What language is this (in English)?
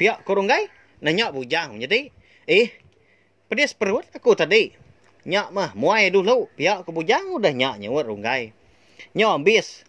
Iban